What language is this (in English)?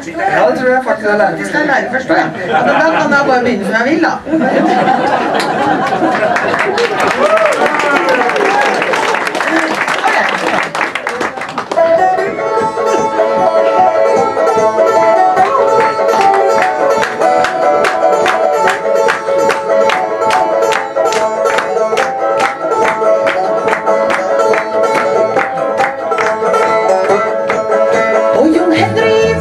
Norwegian